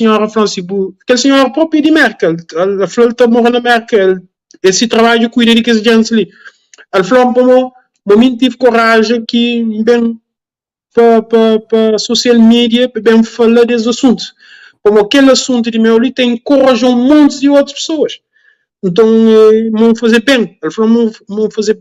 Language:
Kabuverdianu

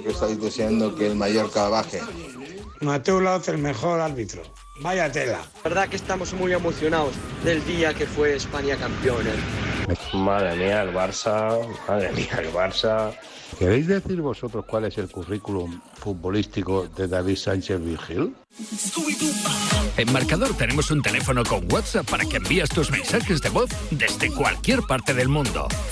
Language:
Spanish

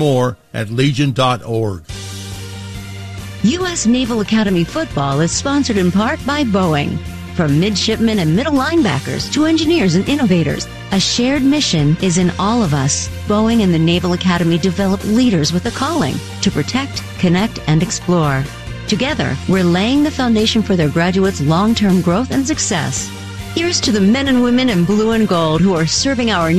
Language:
English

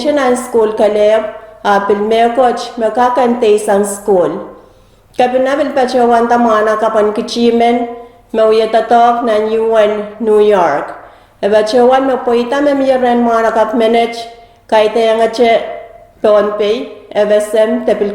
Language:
Pohnpeian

